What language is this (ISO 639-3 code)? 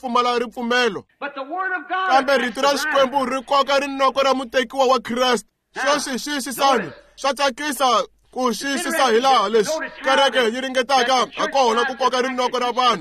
tso